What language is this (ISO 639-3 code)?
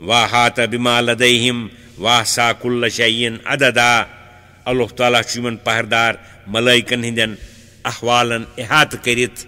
kas